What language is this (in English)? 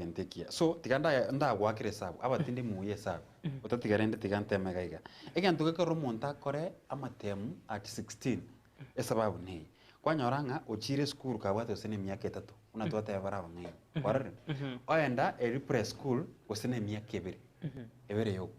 Gusii